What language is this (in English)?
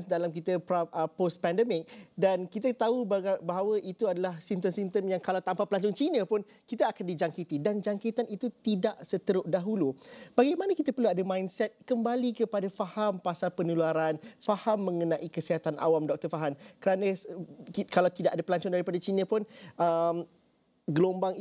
Malay